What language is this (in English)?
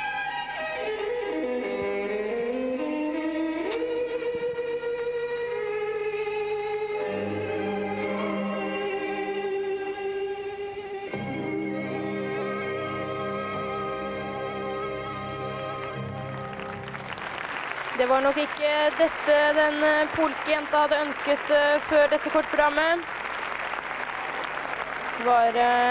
Norwegian